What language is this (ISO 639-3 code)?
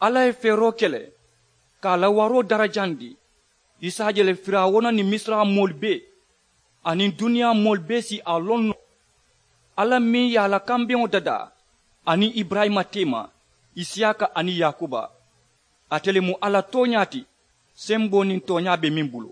man